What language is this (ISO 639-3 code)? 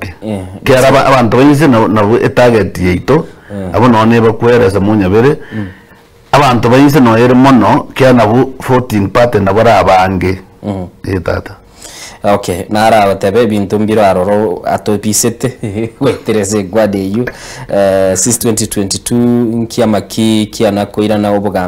guz